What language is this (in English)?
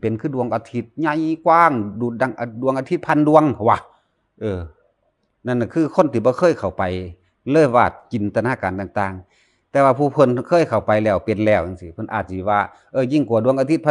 Northeastern Thai